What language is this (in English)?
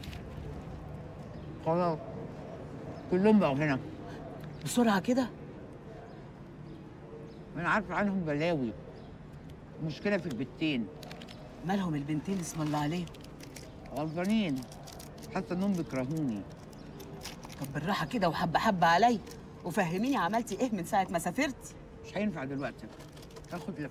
Egyptian Arabic